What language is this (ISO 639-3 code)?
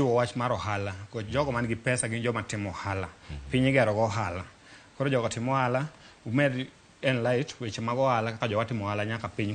luo